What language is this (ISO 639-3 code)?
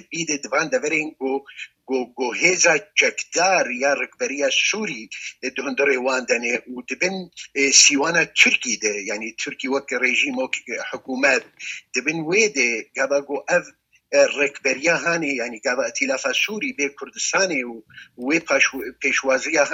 kur